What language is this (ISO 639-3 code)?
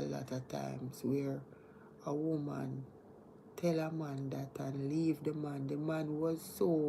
jam